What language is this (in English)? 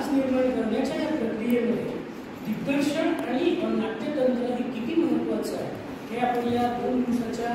Marathi